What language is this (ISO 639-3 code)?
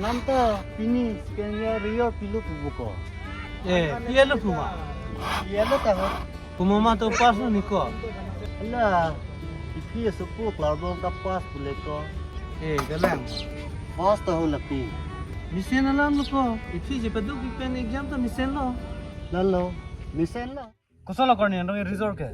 mjw